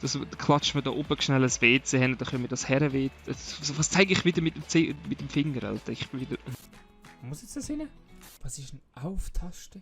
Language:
Swiss German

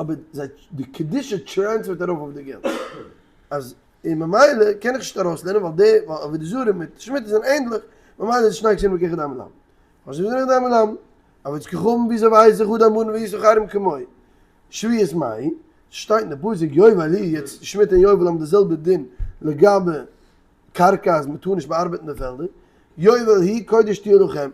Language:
Yiddish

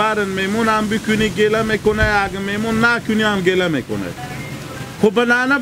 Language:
Hazaragi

